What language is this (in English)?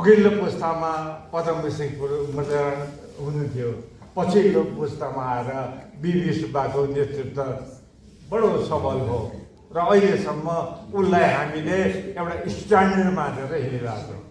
Nepali